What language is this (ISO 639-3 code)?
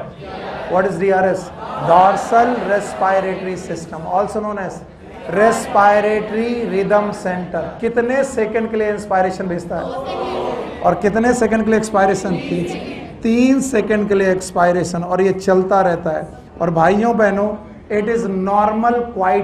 hin